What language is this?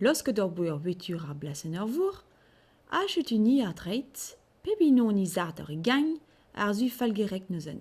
Breton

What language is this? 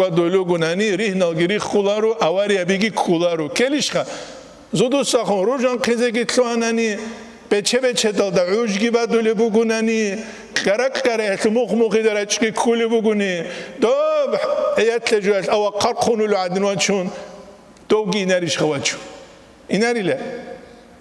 Avaric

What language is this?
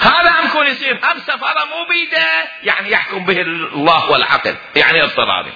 Mesopotamian Arabic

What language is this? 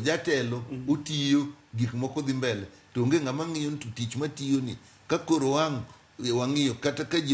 Luo (Kenya and Tanzania)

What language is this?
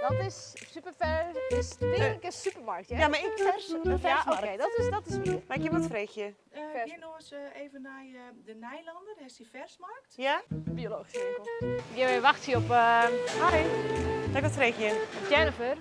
Western Frisian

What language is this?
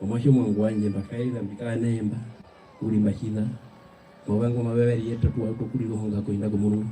Herero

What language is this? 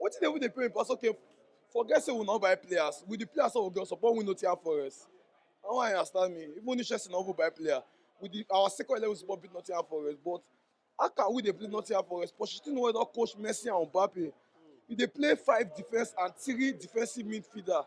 Nigerian Pidgin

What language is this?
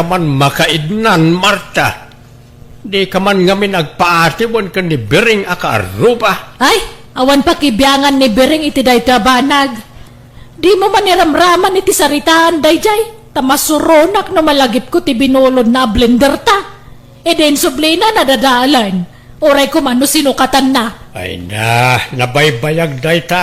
Iloko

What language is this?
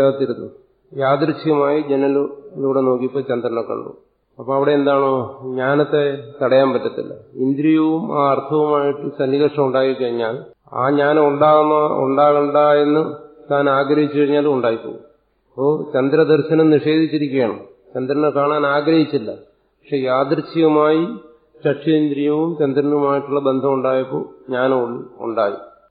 Malayalam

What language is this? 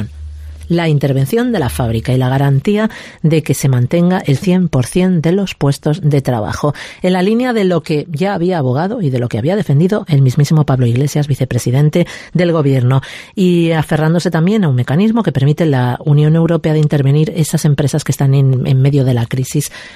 Spanish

